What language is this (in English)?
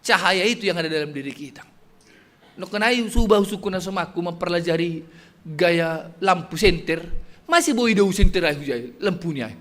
Batak Simalungun